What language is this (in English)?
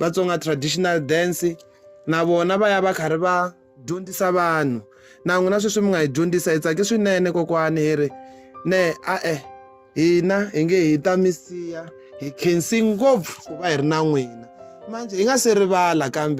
Tsonga